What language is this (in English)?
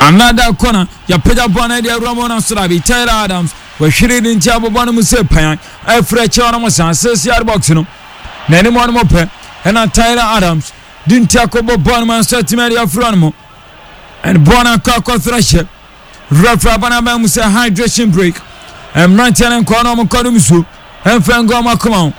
Akan